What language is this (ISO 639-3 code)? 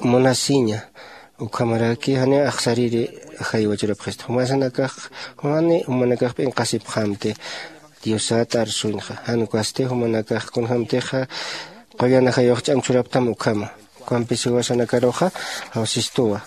aym